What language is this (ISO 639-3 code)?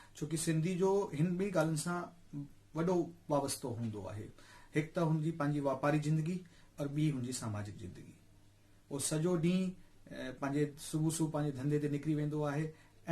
snd